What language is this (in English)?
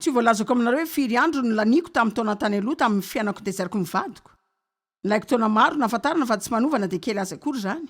Malagasy